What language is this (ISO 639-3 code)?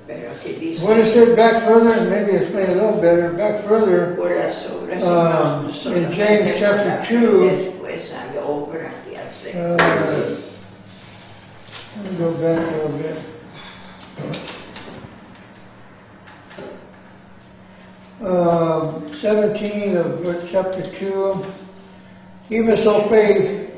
eng